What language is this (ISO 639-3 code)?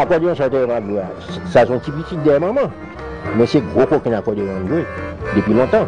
hat